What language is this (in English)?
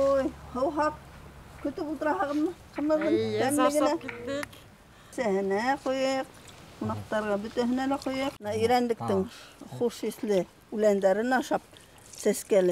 Bashkir